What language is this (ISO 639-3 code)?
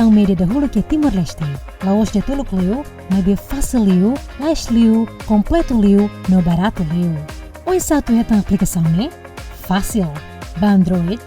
tet